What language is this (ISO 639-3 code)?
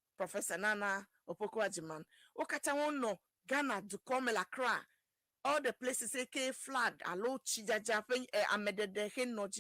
ewe